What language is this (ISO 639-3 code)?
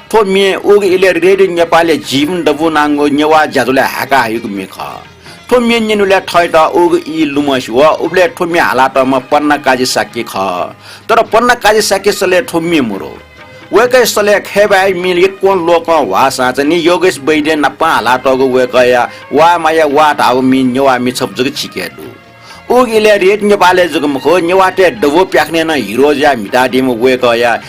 new